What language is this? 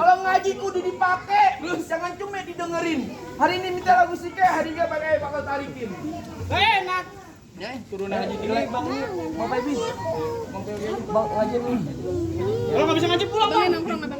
Betawi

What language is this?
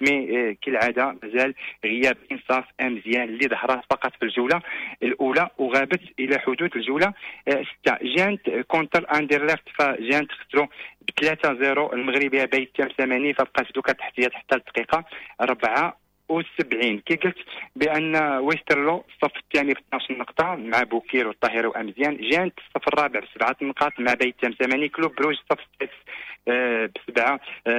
Moroccan Arabic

